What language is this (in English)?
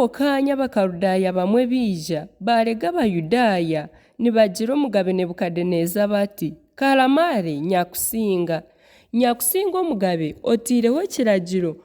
Nyankole